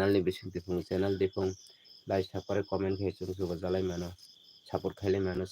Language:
Kok Borok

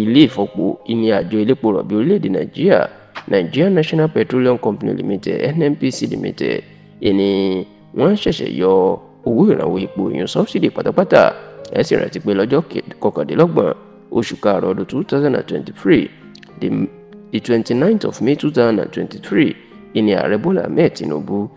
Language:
Yoruba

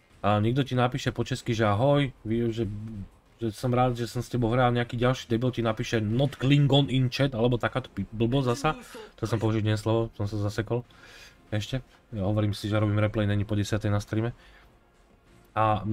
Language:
Slovak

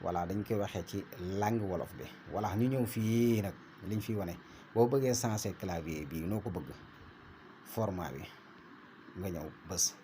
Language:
Wolof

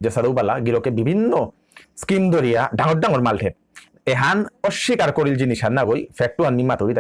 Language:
Bishnupriya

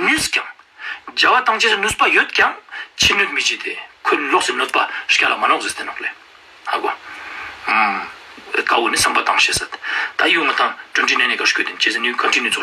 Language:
Ladakhi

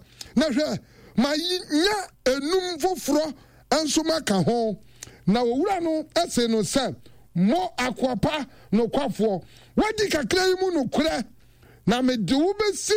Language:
Akan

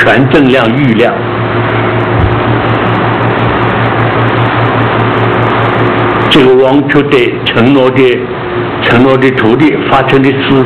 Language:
Chinese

